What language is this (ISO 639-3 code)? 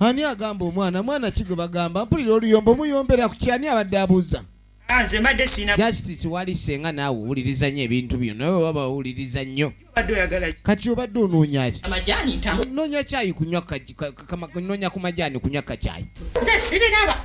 lug